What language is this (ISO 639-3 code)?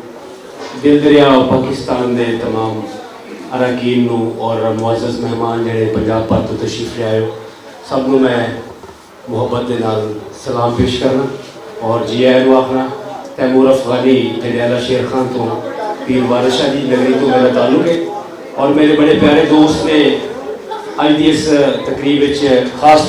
lah